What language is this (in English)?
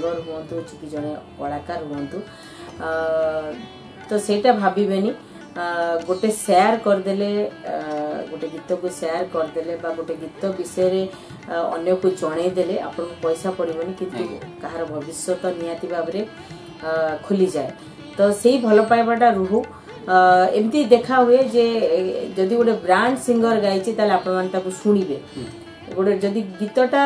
Odia